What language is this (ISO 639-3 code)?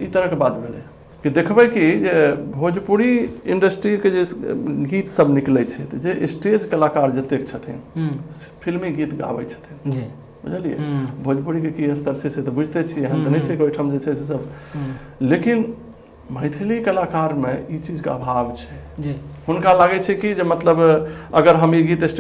mai